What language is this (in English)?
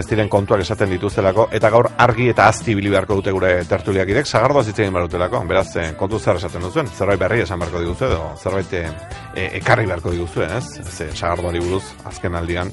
Basque